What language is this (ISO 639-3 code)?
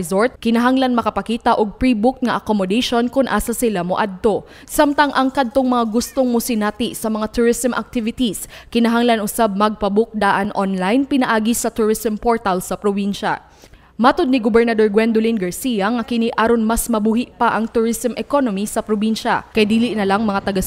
ceb